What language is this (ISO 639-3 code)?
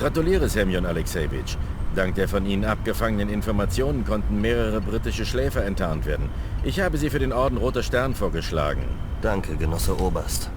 bar